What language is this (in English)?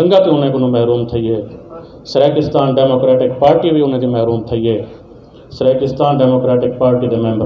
Saraiki